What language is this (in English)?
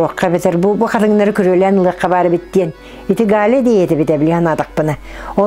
Yakut